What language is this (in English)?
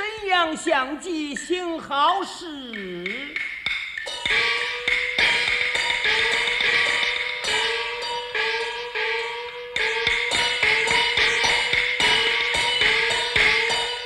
Chinese